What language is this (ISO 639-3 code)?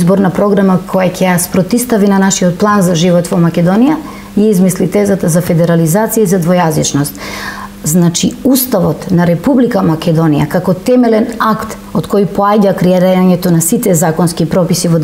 mkd